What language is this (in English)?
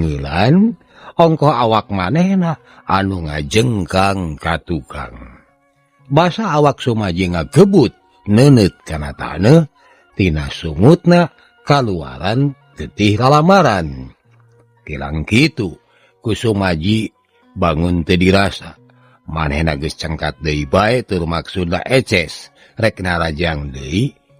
Sundanese